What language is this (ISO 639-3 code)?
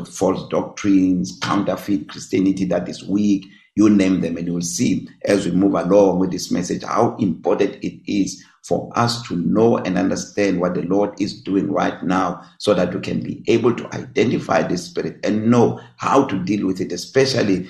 eng